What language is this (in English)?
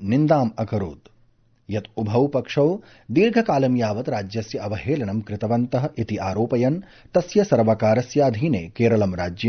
Sanskrit